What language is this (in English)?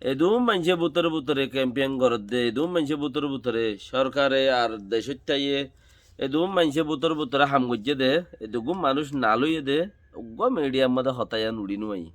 Rohingya